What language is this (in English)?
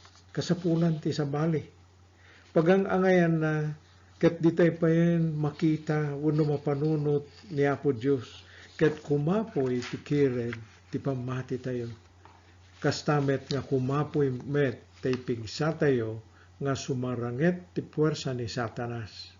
Iloko